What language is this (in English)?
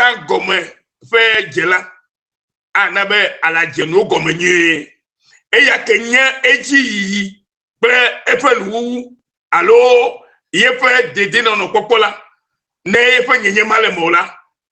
Ewe